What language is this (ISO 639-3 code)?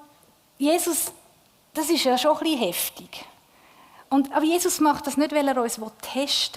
gsw